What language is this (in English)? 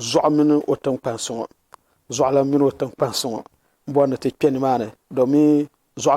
Dagbani